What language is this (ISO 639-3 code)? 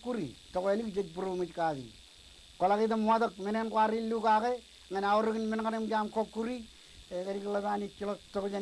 mah